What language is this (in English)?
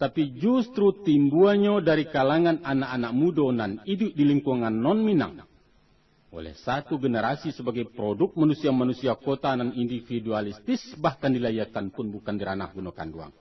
Minangkabau